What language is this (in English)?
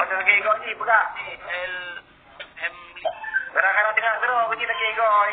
Achinese